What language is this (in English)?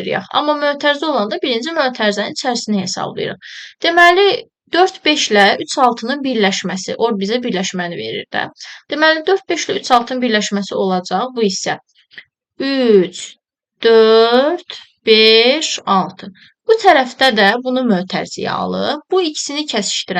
Azerbaijani